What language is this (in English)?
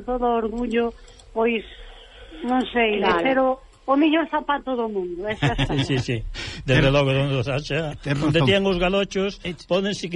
Galician